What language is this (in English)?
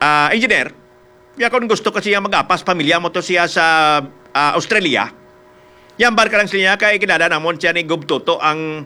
Hiligaynon